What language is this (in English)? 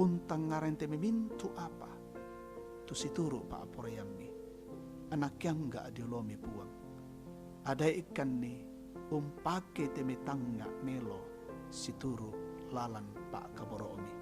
Toraja-Sa'dan